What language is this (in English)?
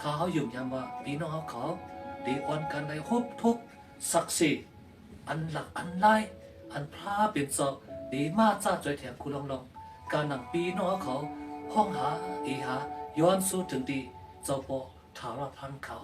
Shan